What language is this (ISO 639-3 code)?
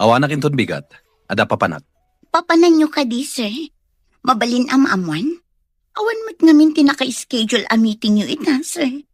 ilo